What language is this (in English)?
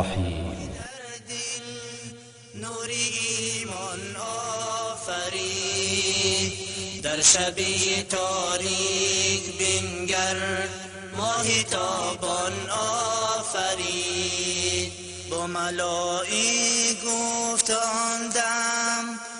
Persian